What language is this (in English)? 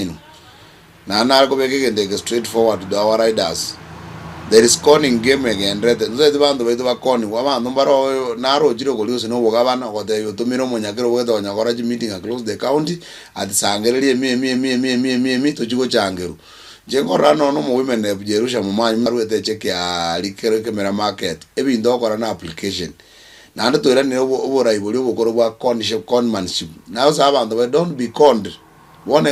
Gusii